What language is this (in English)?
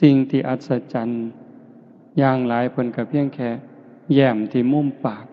Northeastern Thai